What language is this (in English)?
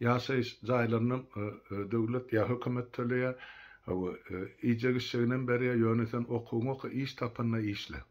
Turkmen